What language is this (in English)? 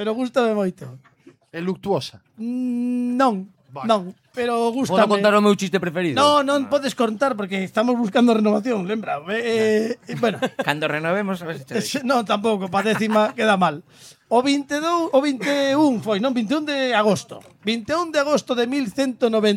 Galician